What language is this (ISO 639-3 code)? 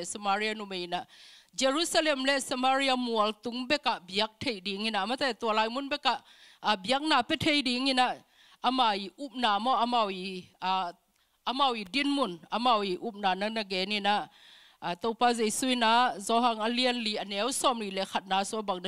ctd